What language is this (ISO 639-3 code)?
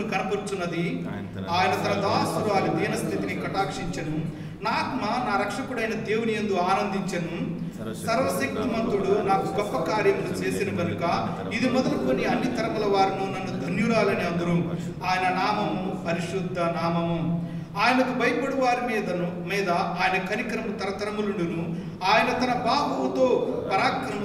tel